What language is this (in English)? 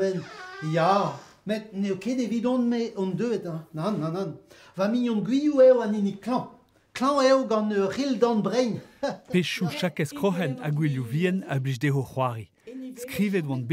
Breton